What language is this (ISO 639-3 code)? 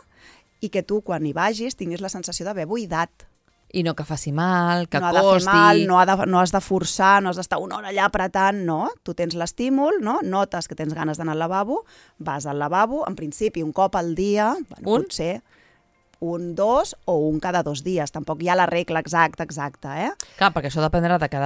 cat